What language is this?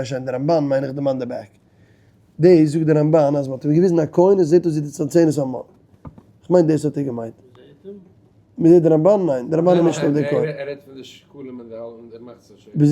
Yiddish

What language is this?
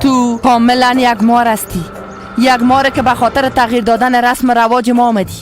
Persian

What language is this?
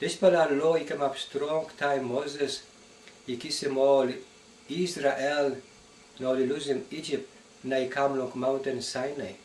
Tok Pisin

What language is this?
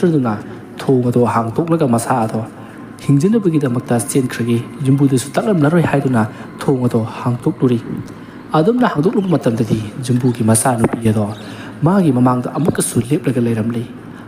Manipuri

